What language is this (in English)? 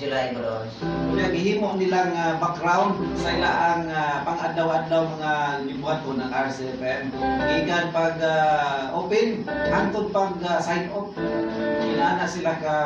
Cebuano